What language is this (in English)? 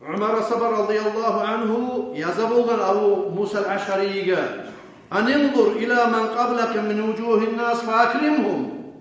Kumyk